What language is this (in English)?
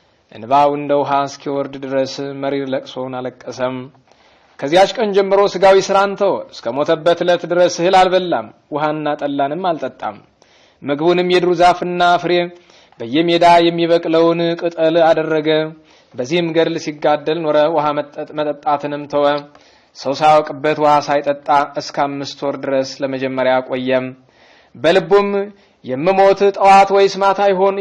Amharic